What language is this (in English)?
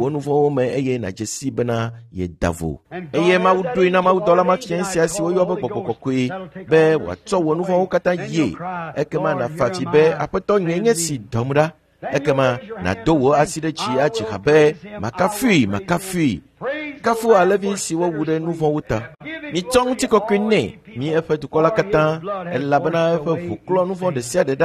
Ewe